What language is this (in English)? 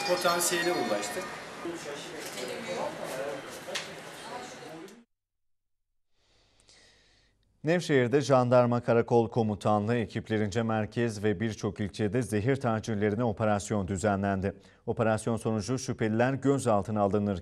Turkish